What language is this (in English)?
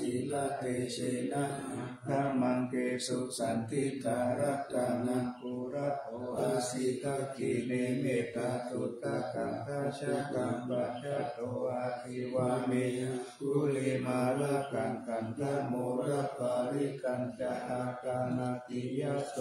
Pali